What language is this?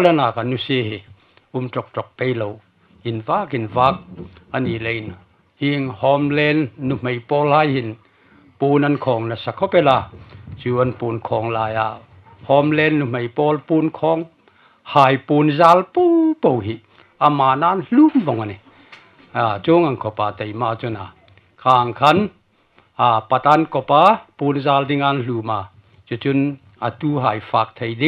Hmar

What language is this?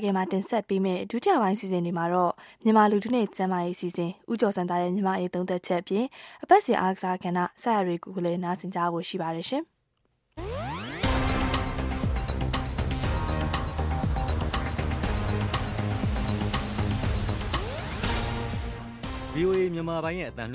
Burmese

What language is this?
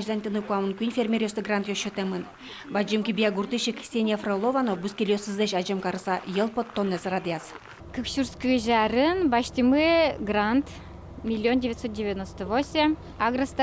Udmurt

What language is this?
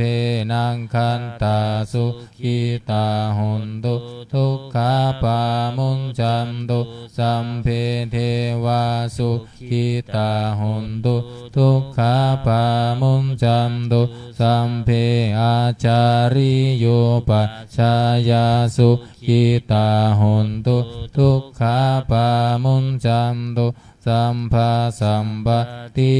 Pali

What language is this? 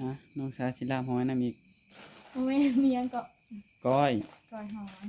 Northeastern Thai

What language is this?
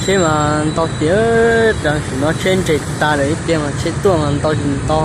Hmong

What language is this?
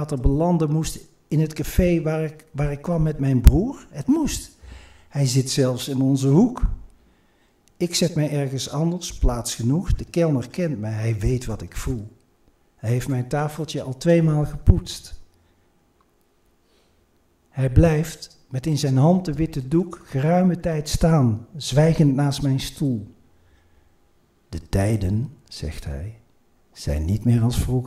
Dutch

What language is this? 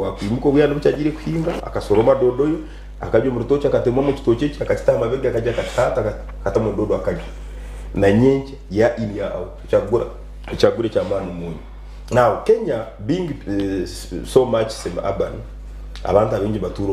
Nyankole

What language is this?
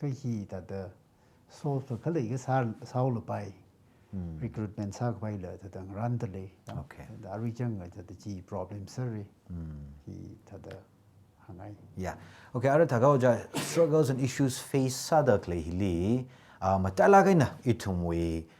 Tangkhul Naga (India)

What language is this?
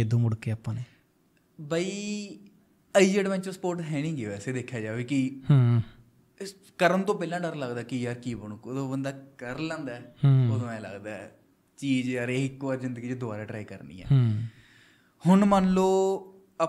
Punjabi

